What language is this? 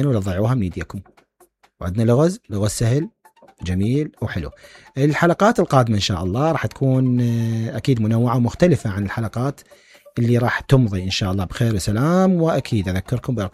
Mesopotamian Arabic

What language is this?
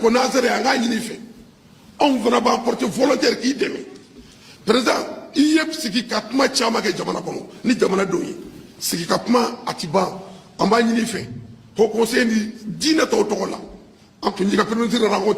Bambara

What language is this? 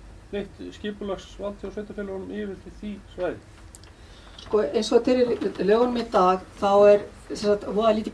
Icelandic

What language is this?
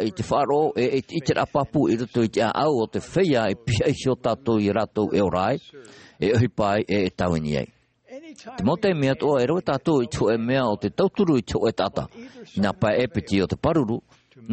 Tahitian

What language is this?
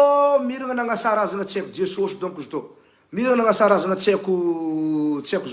Malagasy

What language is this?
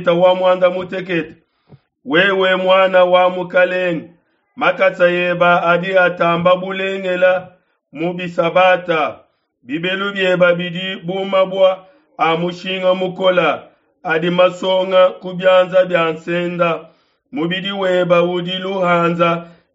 Luba-Lulua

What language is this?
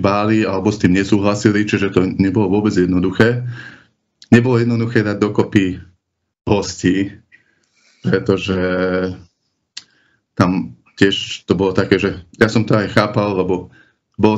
Slovak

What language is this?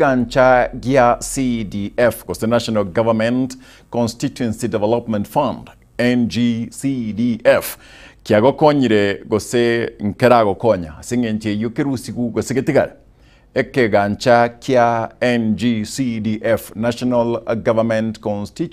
Gusii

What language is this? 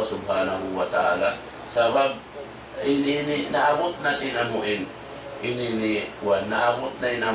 Tausug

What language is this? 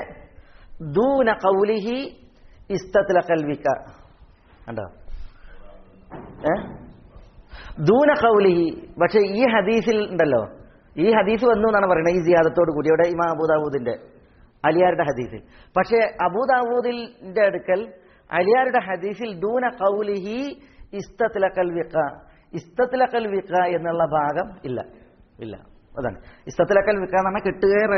Malayalam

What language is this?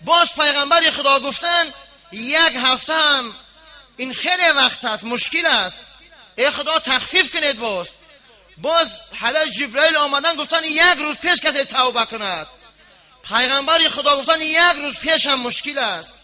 Tajik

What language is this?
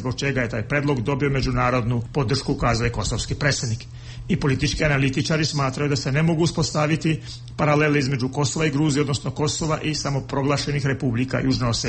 Serbian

